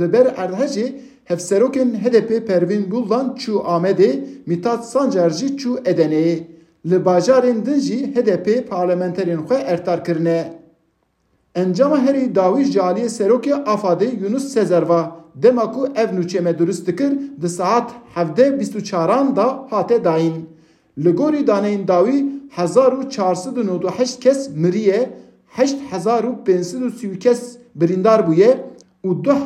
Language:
Kurdish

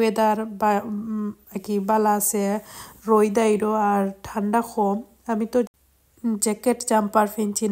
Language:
Sylheti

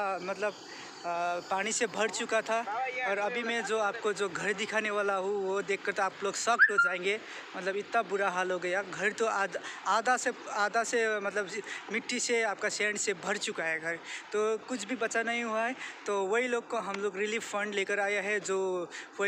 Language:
Hindi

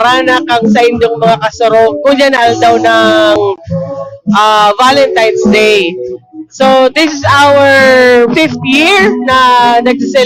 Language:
Bikol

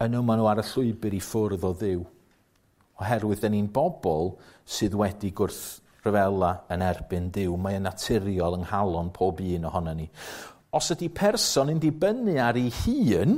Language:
Welsh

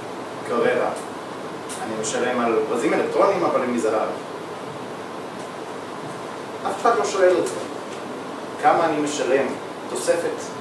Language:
Hebrew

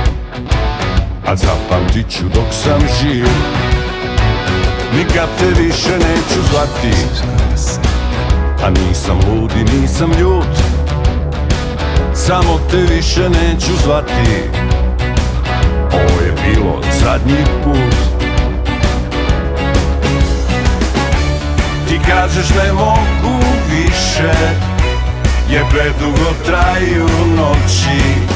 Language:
Serbian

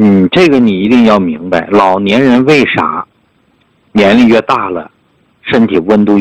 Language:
Chinese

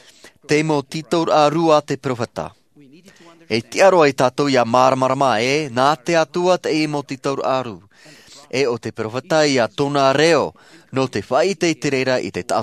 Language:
Tahitian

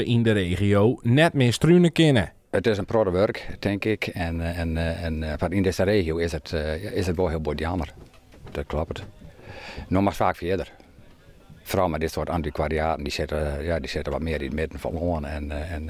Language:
Western Frisian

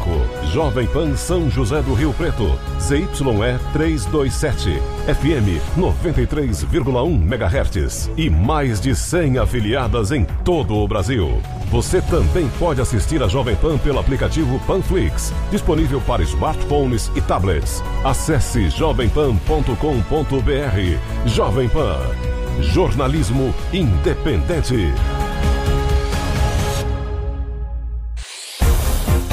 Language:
Portuguese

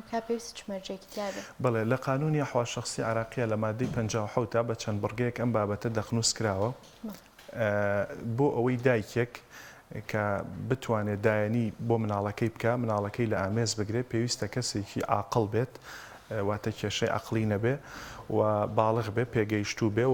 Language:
Central Kurdish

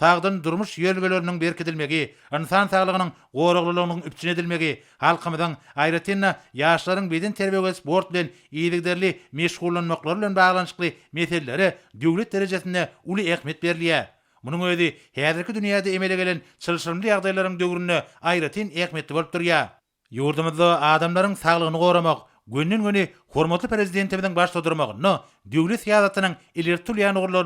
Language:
Turkmen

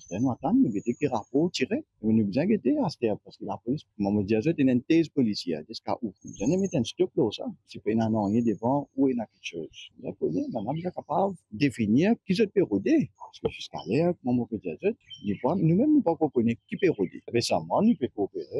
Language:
Morisyen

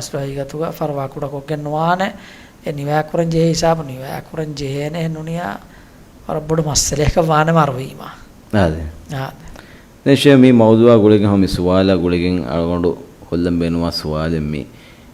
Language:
Divehi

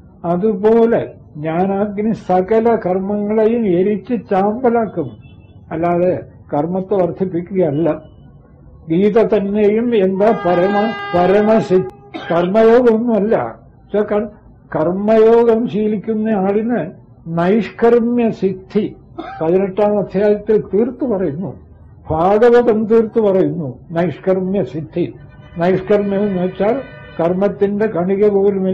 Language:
Malayalam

